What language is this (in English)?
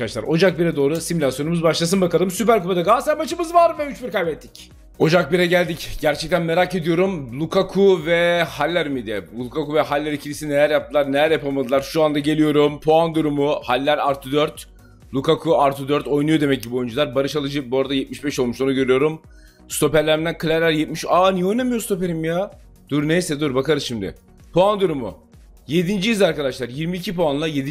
Turkish